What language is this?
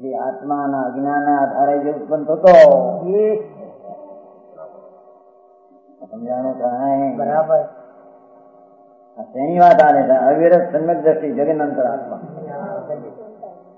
Gujarati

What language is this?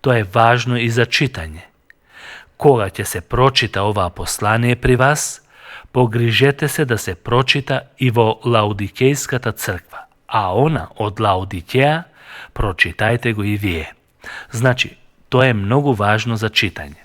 Macedonian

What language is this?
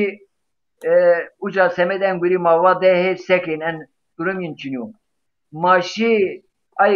Zaza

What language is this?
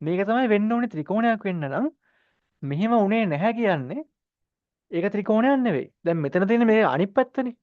Sinhala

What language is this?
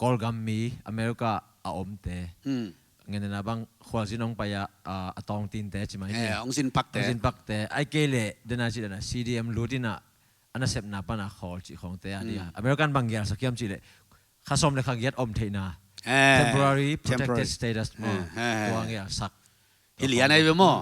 Tedim Chin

